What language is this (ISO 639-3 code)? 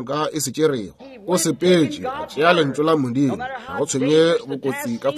nso